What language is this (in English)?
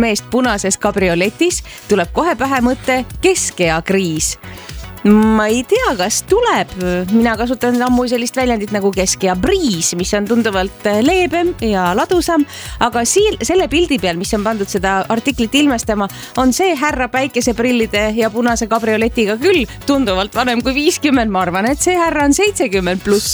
Estonian